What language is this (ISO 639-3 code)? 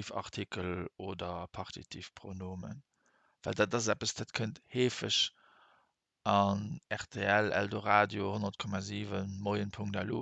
ltz